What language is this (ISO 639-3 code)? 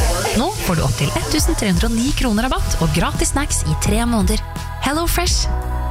nor